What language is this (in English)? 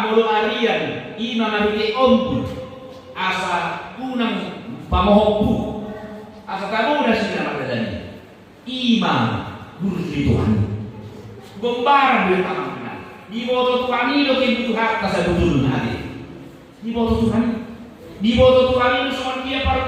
Batak Toba